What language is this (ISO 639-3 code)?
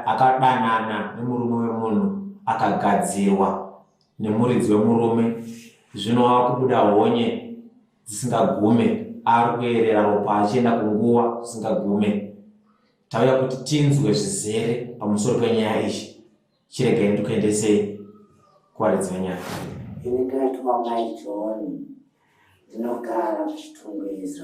sna